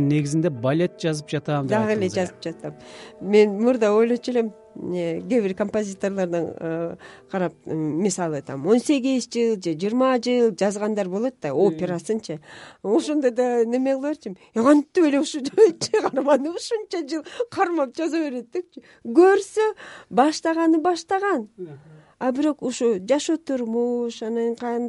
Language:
Kyrgyz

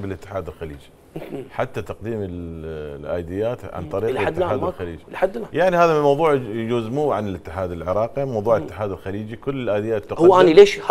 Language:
Mesopotamian Arabic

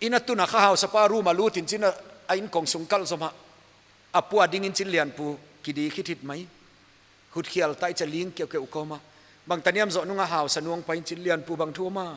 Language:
Paite Chin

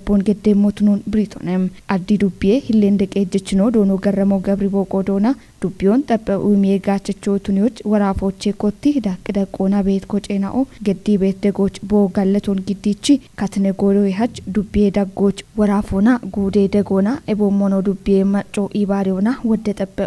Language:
Kafa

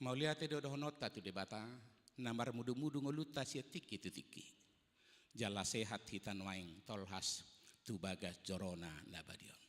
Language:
Batak Toba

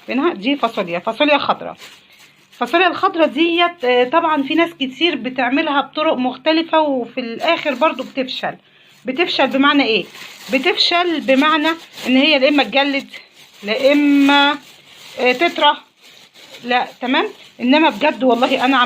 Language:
Egyptian Arabic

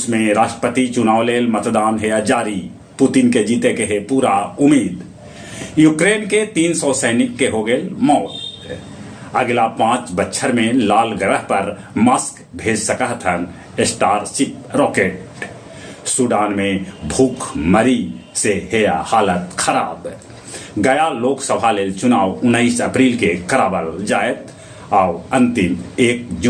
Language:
Magahi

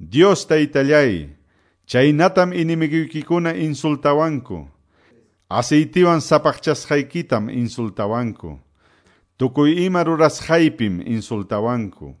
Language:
Quechua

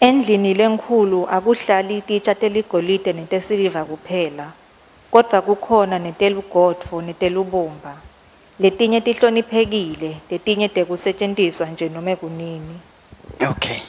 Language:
Swati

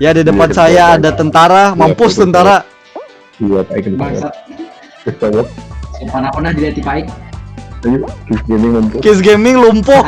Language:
Banjar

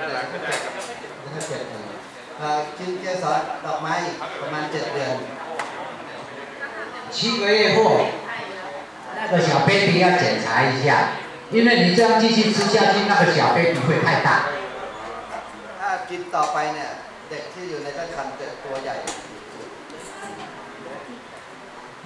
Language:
Thai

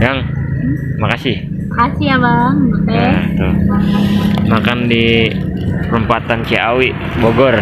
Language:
Betawi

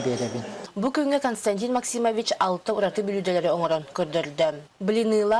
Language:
Yakut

